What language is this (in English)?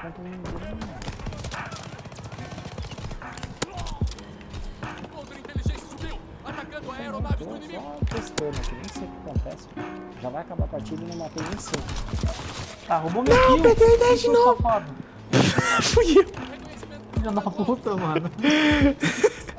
Portuguese